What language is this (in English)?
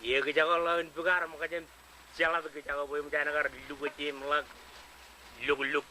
Marshallese